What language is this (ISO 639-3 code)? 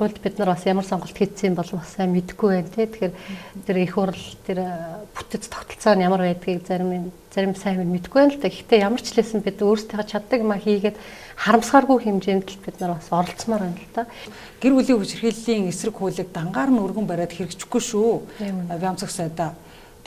mon